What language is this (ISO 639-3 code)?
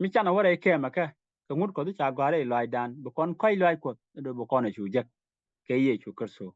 nus